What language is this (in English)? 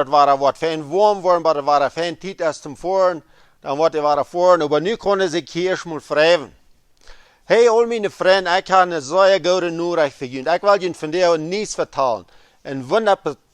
Plautdietsch